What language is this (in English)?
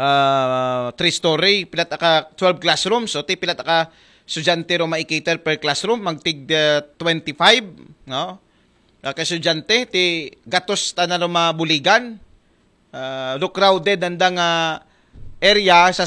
Aklanon